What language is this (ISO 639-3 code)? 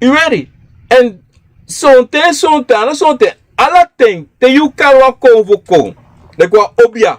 srn